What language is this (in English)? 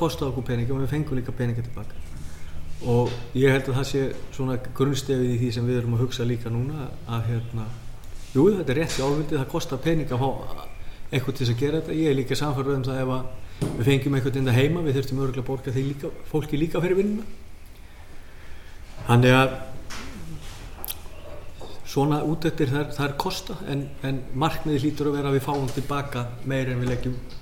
Icelandic